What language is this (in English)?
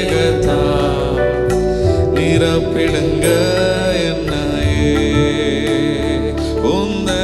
Tamil